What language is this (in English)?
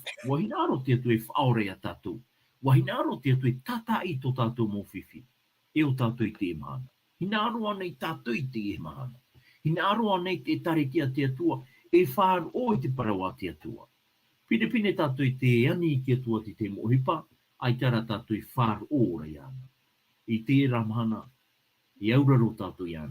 Tahitian